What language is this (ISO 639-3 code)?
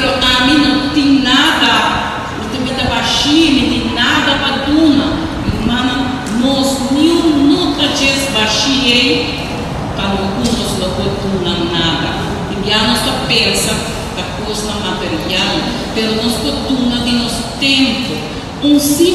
pap